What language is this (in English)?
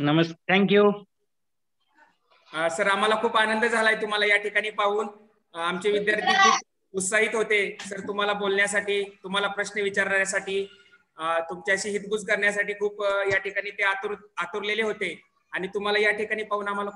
Marathi